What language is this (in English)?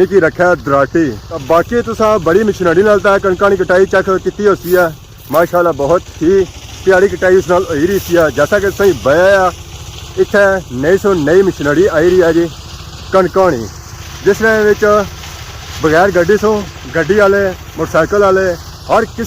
Pahari-Potwari